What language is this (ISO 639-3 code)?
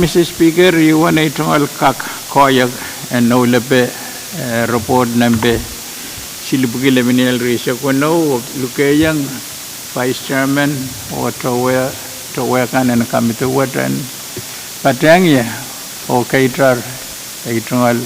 pon